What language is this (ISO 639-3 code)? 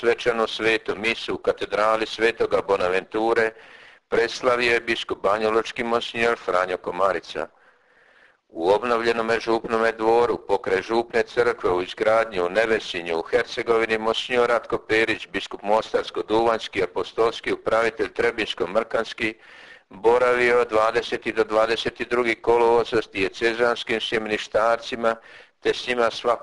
hrv